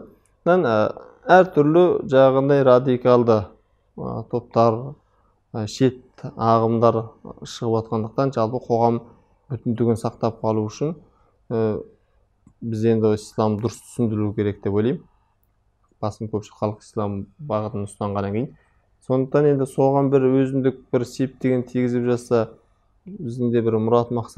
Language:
Kazakh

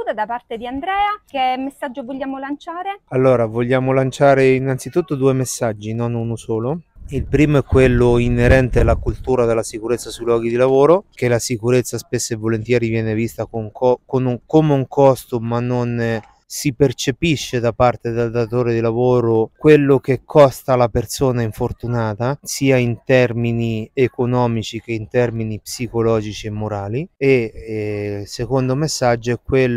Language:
Italian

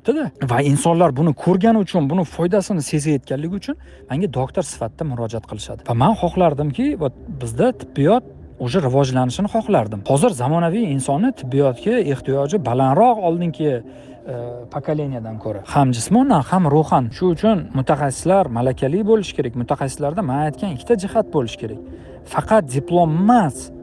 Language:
Uzbek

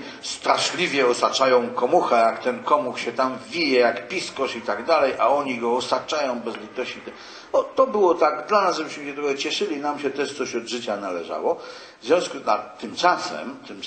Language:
Polish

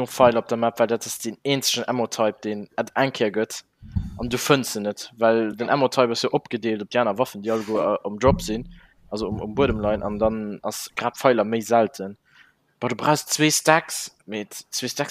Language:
Luxembourgish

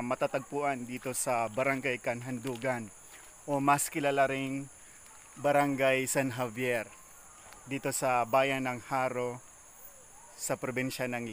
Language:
Filipino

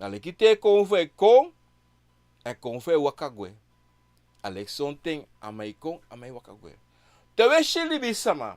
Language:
Sranan Tongo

